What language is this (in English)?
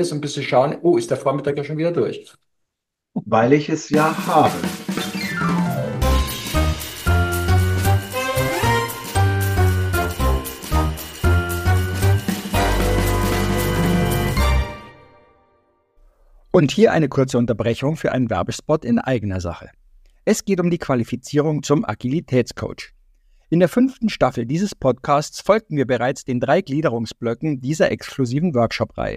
German